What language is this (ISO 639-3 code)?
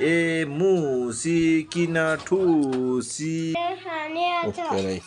nep